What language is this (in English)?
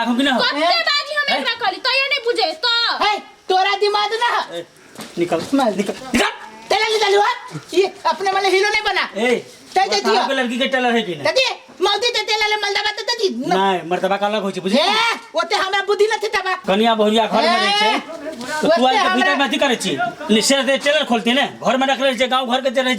Maithili